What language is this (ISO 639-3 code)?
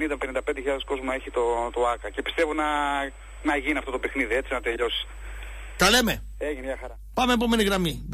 ell